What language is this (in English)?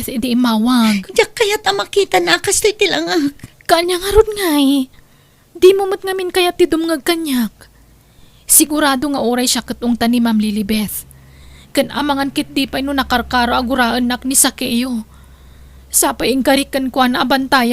Iloko